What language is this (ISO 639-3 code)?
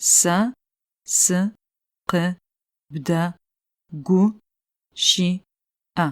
ady